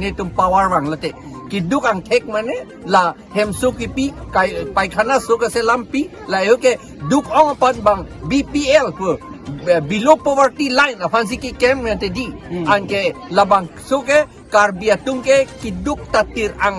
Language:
Karbi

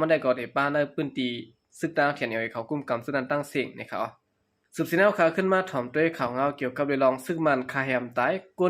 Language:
Shan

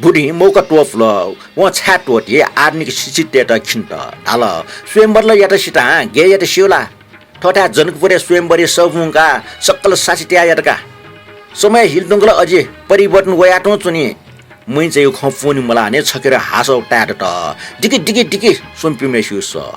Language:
Newari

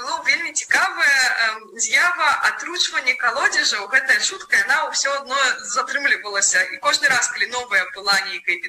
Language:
Belarusian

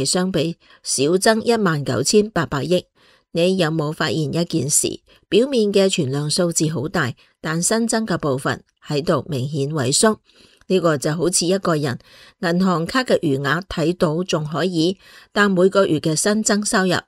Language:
Cantonese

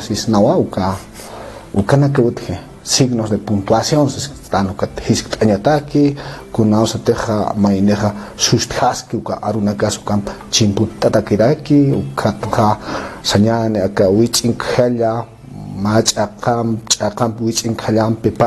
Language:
Aymara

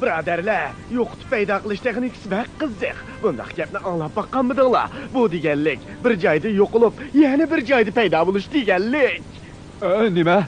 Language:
Uyghur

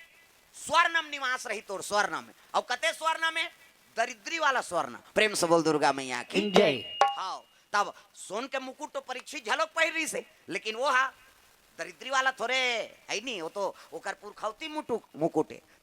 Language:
Chhattisgarhi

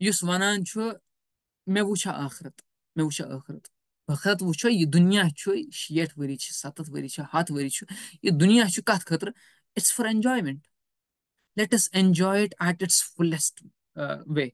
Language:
Kashmiri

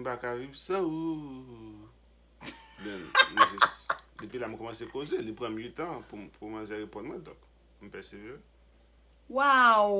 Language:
Haitian Creole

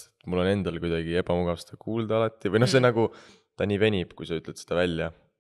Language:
Estonian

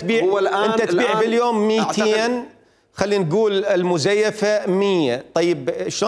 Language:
Mesopotamian Arabic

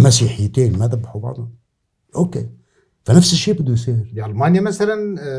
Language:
North Levantine Arabic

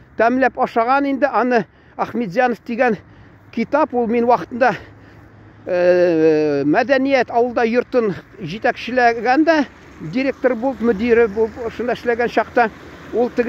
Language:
Tatar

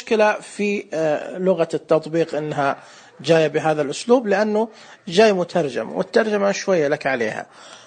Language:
Najdi Arabic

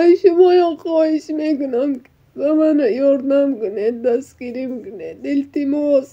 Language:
Tajik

